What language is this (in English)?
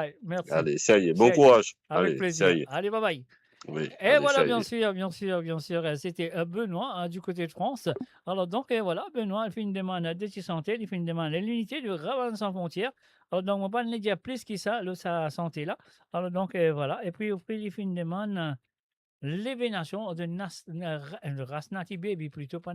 Morisyen